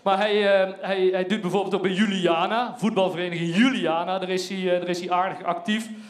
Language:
Dutch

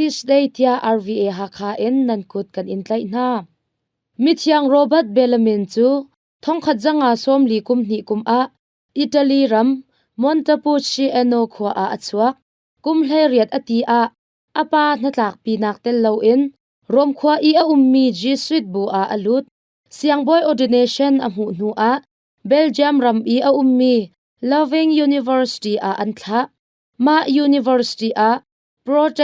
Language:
Hakha Chin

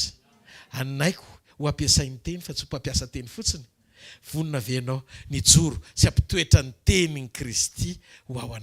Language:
Malagasy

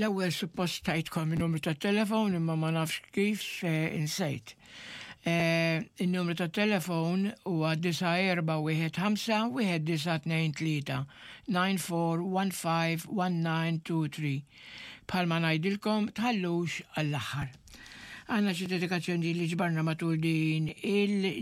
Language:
Maltese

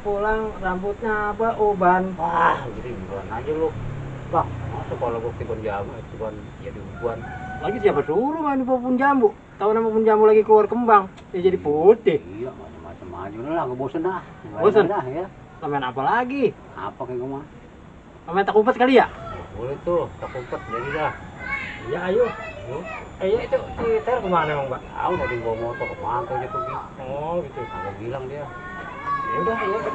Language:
Betawi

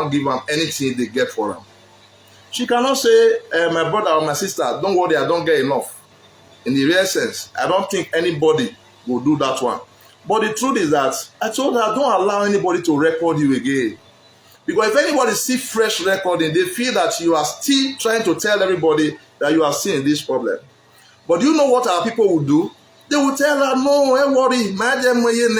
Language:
Nigerian Pidgin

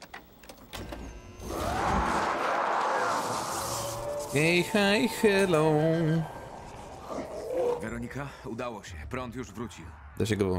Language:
Polish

